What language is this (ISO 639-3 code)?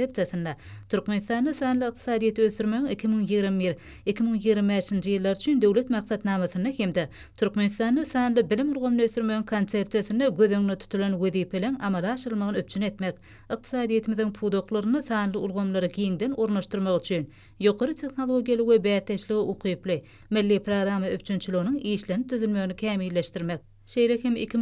tuk